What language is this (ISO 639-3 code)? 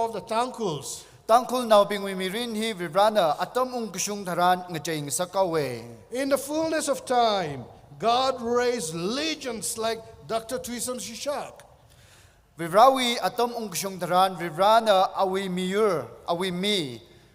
nmf